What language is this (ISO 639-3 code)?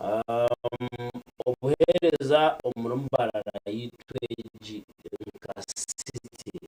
nyn